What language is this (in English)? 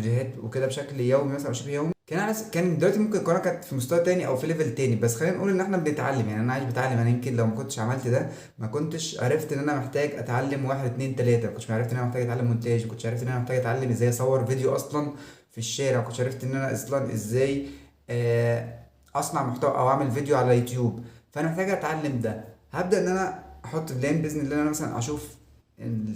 Egyptian Arabic